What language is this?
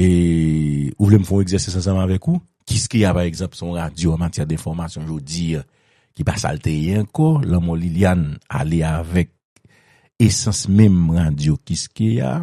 Haitian Creole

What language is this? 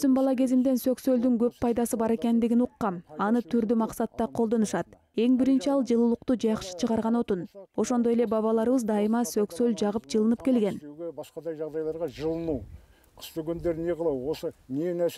Kyrgyz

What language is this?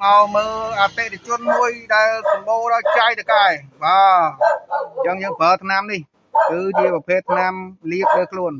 Khmer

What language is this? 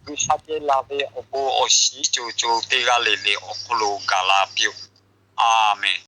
Lahu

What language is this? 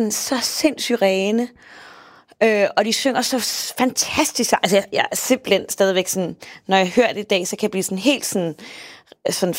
Danish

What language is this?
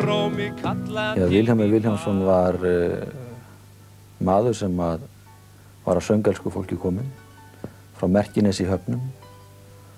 Icelandic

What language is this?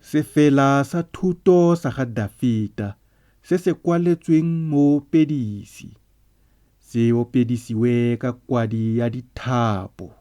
Tswana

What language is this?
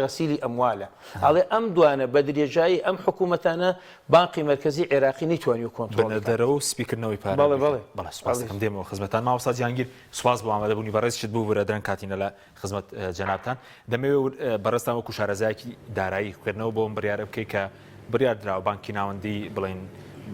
Central Kurdish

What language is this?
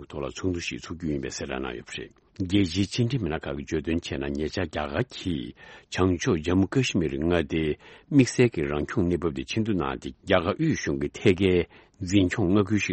Tibetan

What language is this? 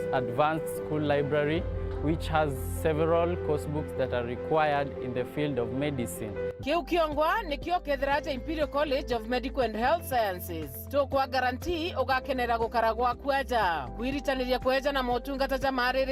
Meru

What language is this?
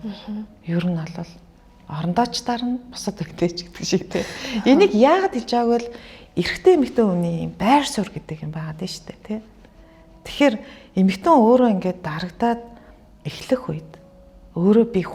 Mongolian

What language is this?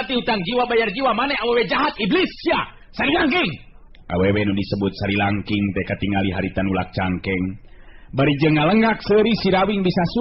Sundanese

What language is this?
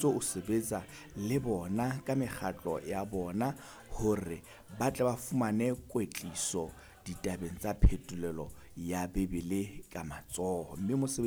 Southern Sotho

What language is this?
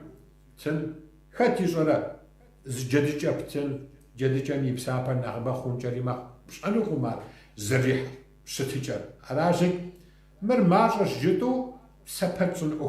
Kabardian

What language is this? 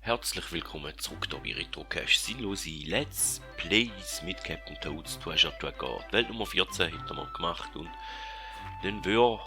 Swiss German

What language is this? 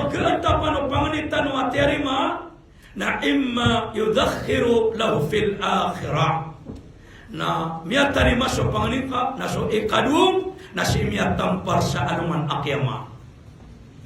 Maranao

